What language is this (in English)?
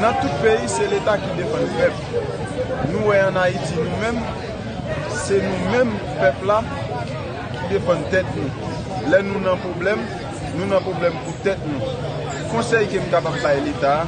Haitian Creole